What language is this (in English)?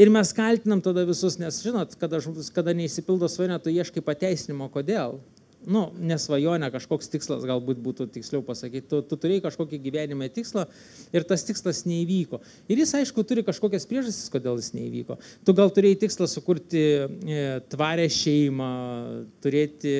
Lithuanian